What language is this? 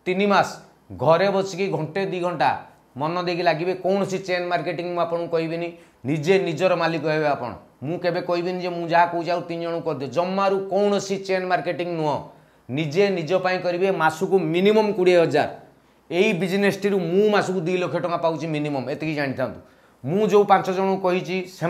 Odia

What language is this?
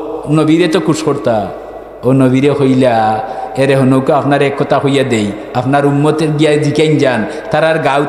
Sylheti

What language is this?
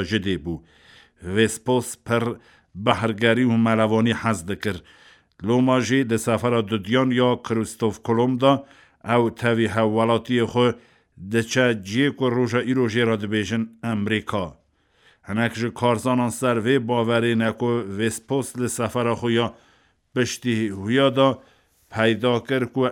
Kurdish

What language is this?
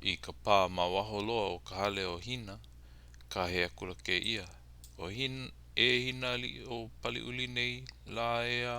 Hawaiian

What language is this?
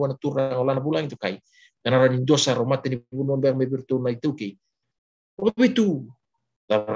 Fijian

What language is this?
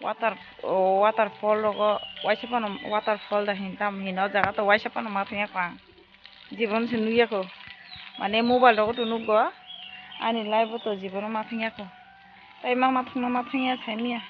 Kok Borok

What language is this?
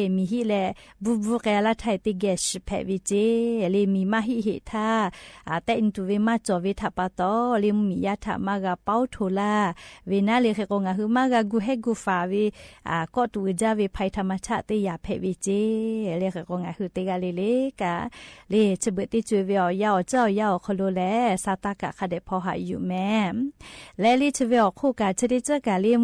Lahu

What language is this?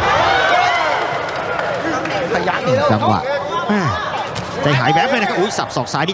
Thai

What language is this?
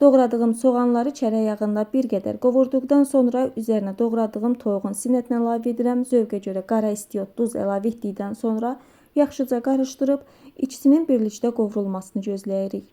Azerbaijani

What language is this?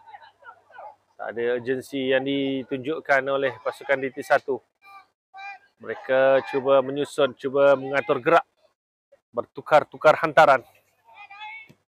Malay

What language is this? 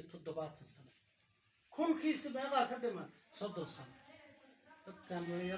Somali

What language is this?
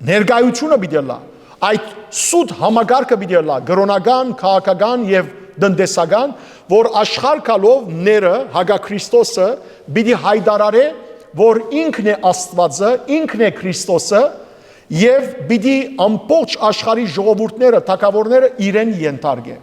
Western Armenian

